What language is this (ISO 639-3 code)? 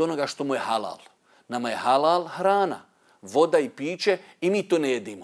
bos